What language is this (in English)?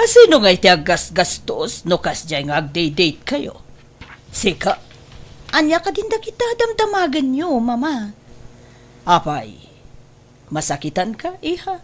Iloko